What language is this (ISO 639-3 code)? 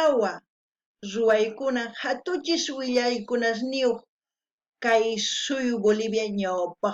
quh